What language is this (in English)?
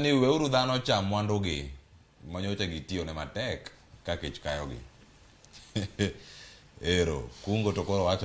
Luo (Kenya and Tanzania)